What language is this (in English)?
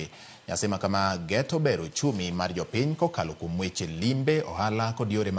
Luo (Kenya and Tanzania)